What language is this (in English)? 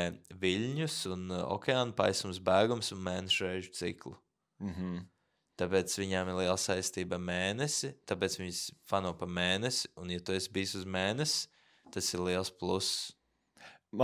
Latvian